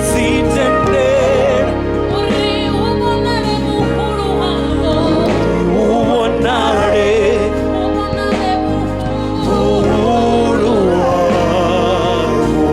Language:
Venda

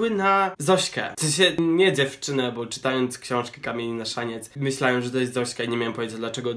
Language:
Polish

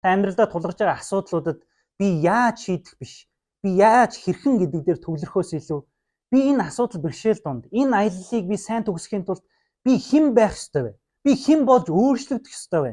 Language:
Mongolian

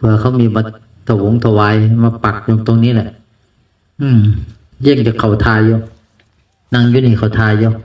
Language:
Northeastern Thai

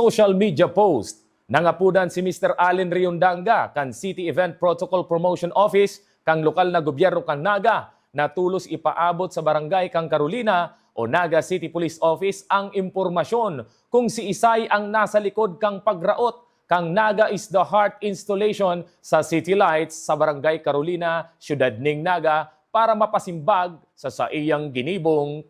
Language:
Bikol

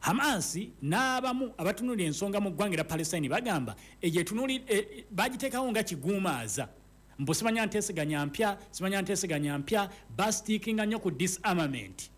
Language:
Ganda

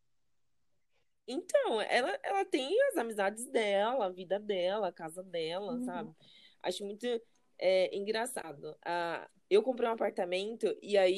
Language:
Portuguese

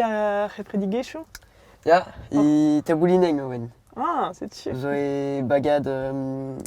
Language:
Breton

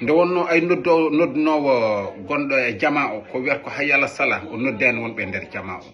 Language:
Fula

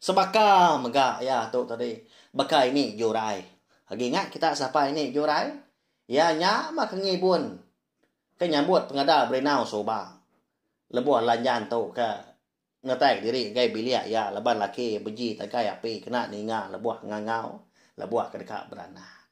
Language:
Iban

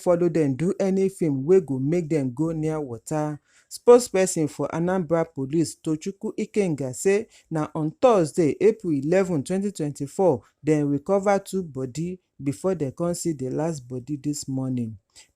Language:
Nigerian Pidgin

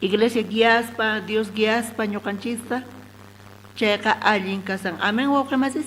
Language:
South Bolivian Quechua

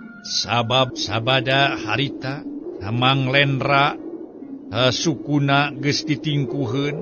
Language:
Sundanese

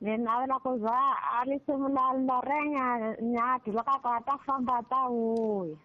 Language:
Tsonga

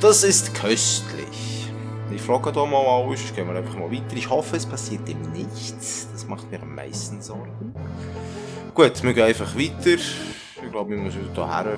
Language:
Swiss German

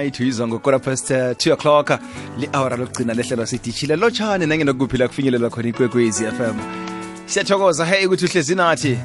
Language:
South Ndebele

